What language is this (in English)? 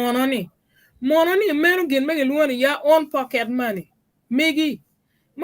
Acoli